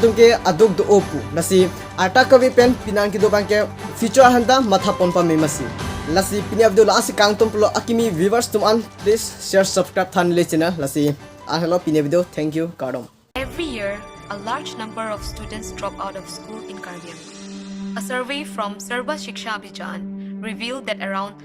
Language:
Karbi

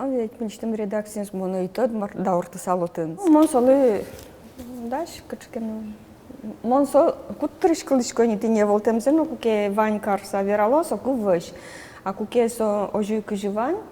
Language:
Udmurt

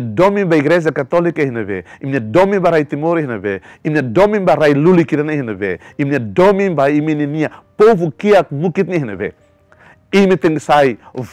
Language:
Tetum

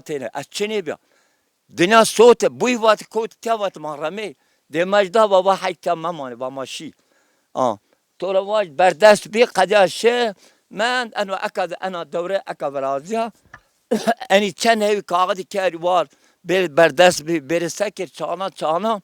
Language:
Zaza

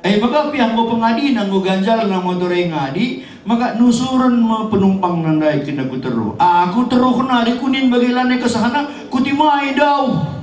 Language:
Batak Karo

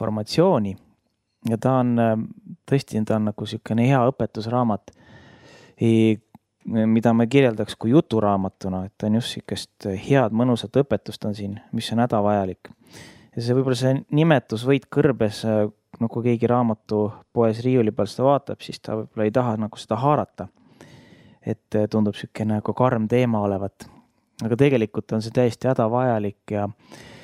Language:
Estonian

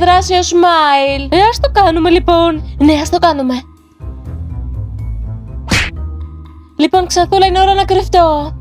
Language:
Greek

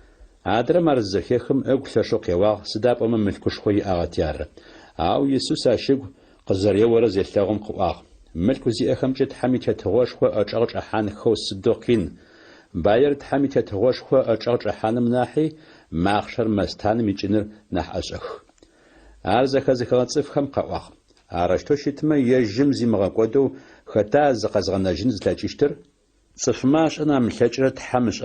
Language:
Adyghe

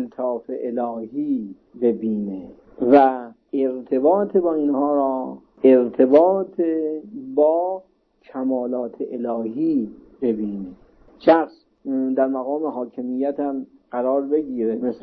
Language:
Persian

